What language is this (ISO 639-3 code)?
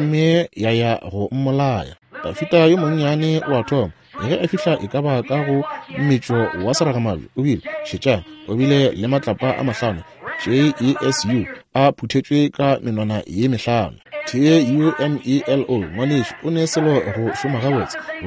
nso